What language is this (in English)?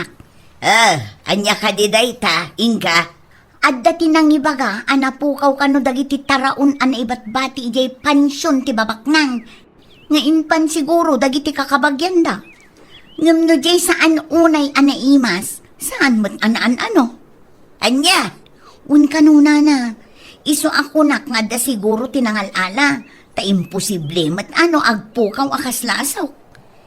Iloko